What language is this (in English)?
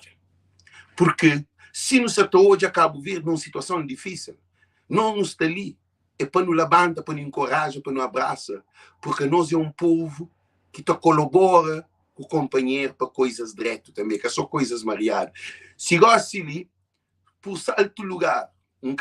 Kabuverdianu